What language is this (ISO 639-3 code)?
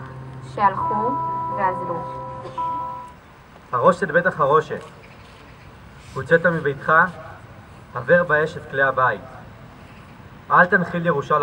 heb